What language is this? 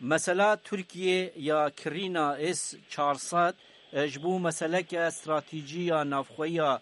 Kurdish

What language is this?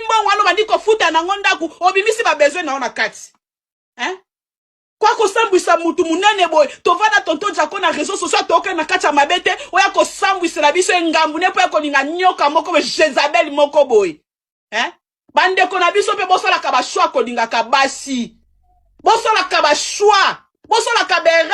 Lingala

